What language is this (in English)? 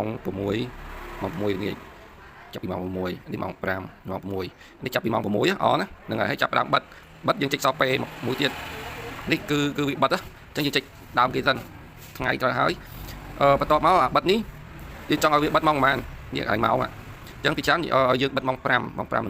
Khmer